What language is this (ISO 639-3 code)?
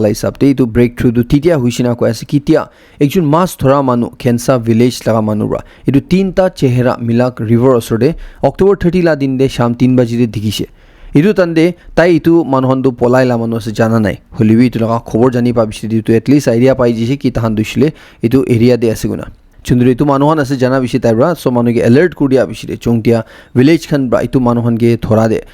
nag